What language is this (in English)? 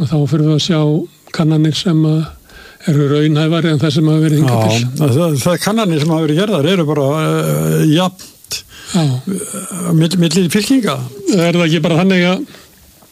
Icelandic